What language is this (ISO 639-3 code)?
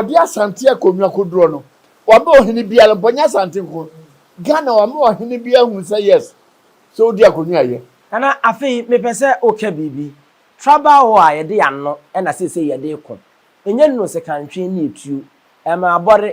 aka